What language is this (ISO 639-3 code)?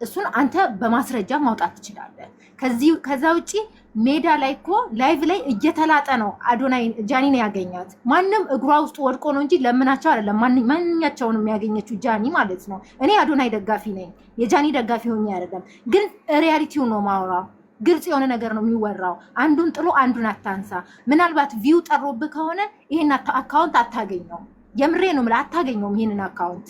amh